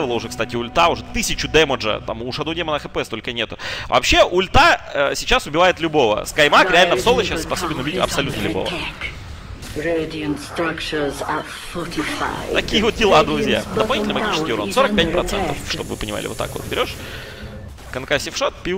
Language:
Russian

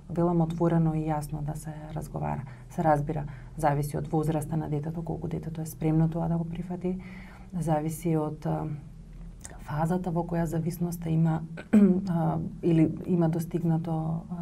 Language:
Macedonian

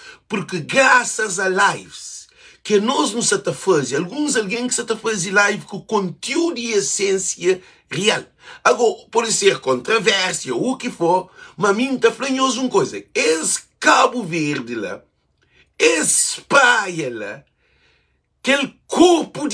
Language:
Kabuverdianu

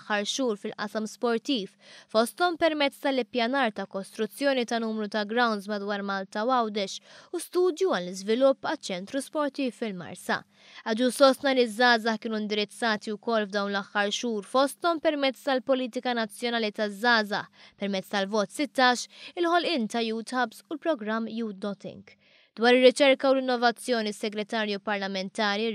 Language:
Maltese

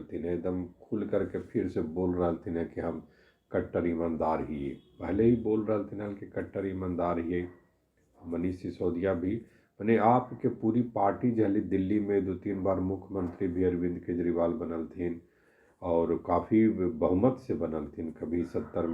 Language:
Magahi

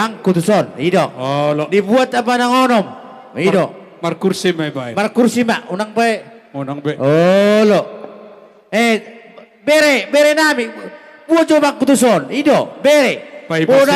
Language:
Batak Toba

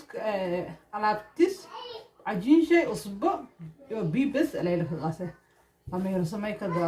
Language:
Somali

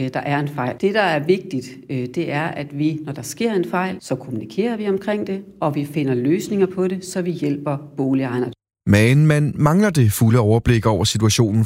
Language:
Danish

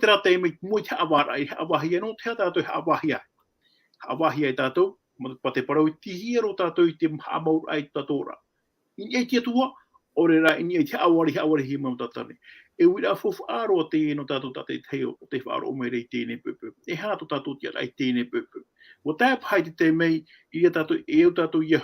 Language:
Tahitian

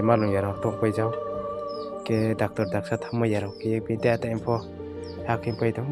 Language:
Riang (India)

